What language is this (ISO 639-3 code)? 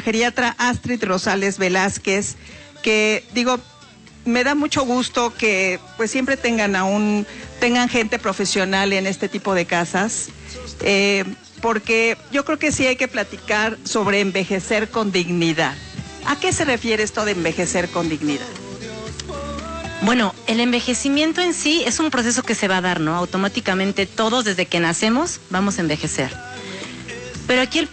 spa